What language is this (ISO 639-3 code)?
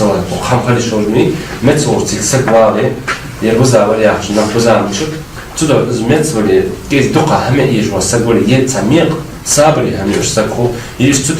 inh